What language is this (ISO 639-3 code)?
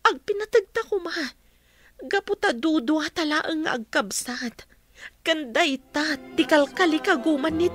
ilo